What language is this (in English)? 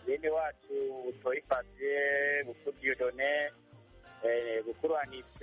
Kinyarwanda